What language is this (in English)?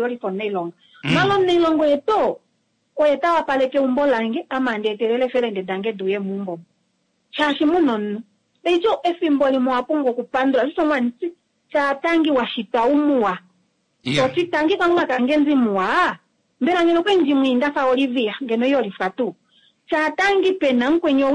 Kuanyama